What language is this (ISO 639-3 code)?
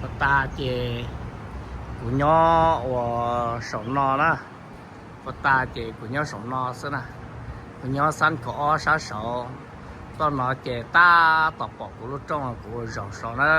hmn